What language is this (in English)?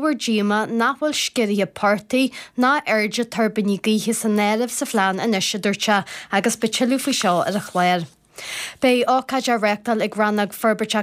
Irish